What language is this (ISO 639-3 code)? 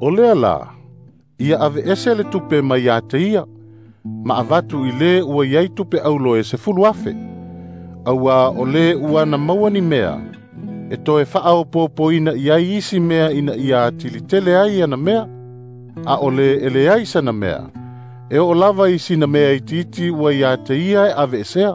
smo